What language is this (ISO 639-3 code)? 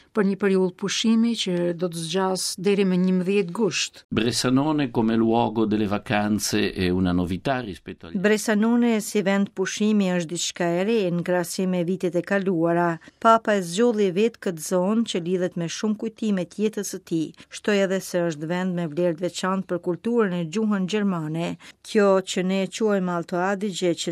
sqi